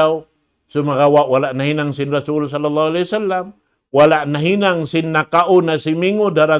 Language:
Tausug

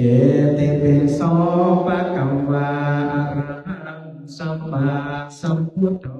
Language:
Pali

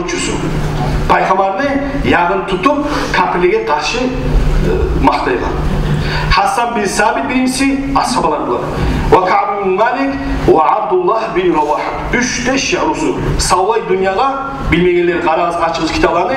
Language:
Kumyk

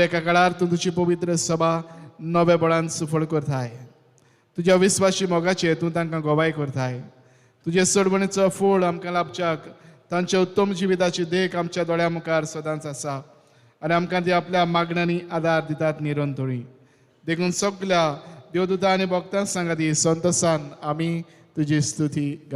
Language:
Konkani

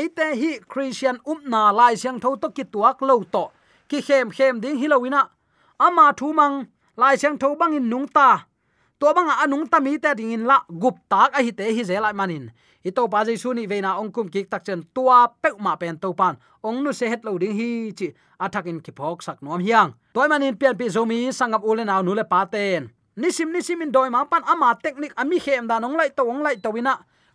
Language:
Tedim Chin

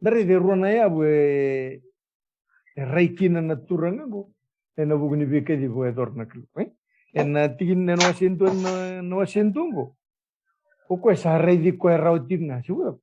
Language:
Fijian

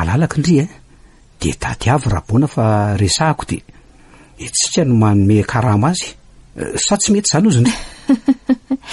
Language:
Malagasy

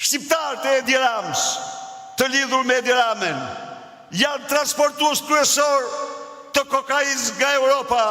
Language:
Albanian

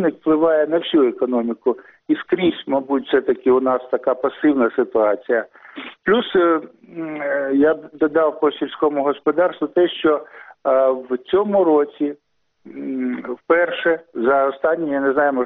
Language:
Ukrainian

